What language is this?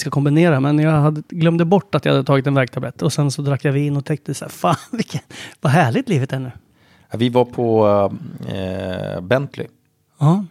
Swedish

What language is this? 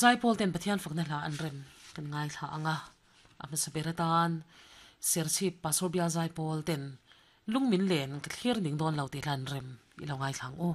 Mizo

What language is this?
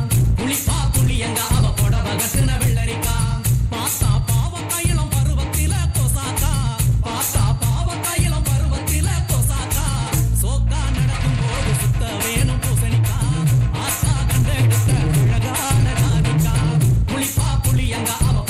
Tamil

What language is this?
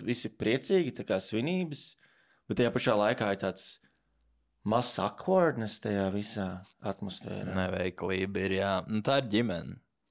Latvian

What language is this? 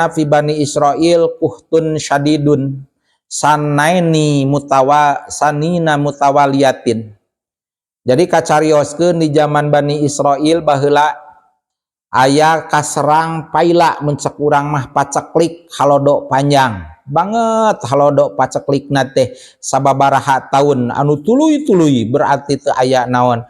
Sundanese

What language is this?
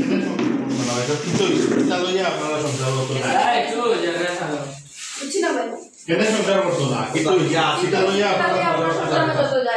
Sylheti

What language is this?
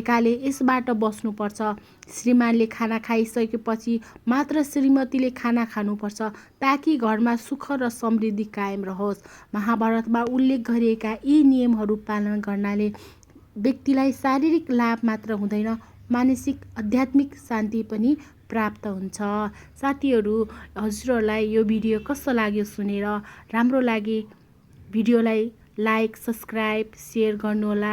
Nepali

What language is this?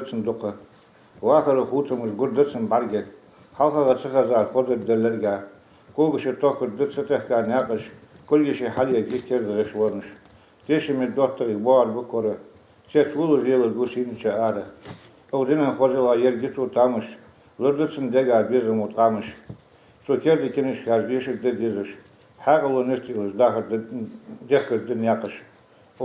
Ingush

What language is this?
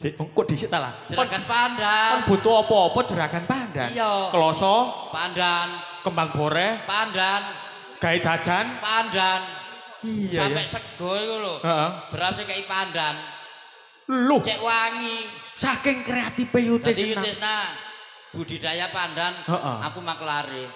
Javanese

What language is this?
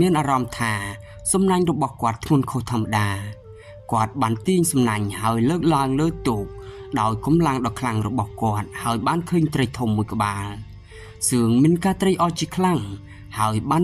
Khmer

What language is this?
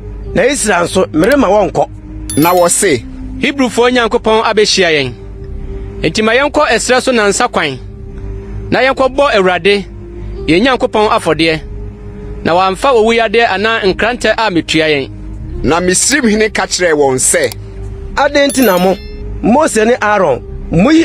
Akan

